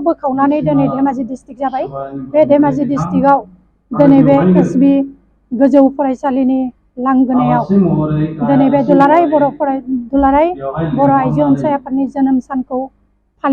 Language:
Bodo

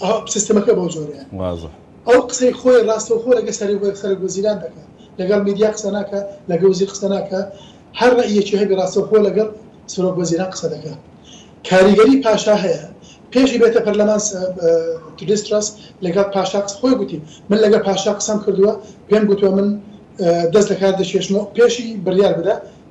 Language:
Central Kurdish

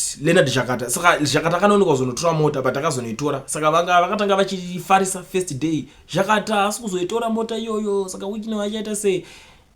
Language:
Shona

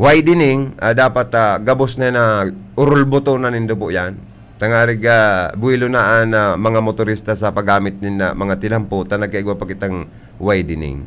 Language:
Bikol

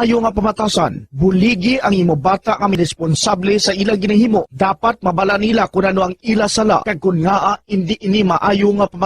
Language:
Hiligaynon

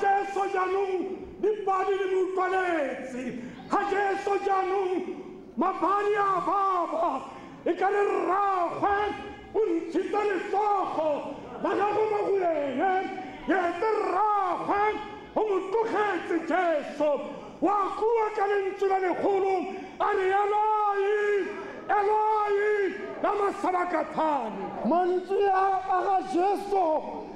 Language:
Tswana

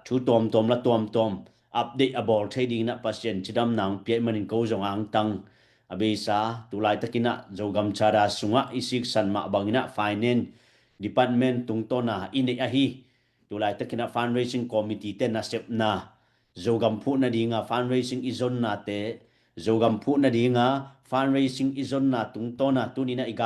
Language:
Tedim Chin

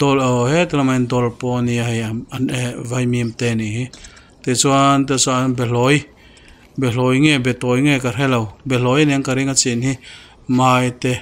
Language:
Mizo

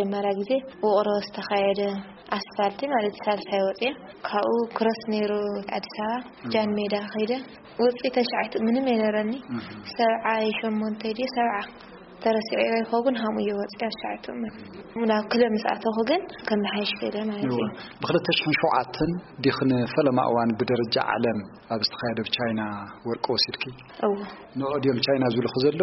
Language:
Tigrinya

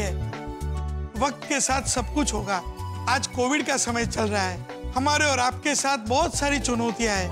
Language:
Hindi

